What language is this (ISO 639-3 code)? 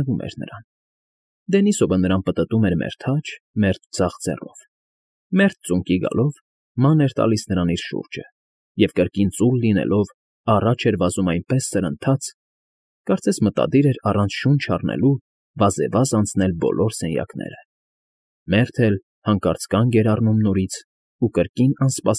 hye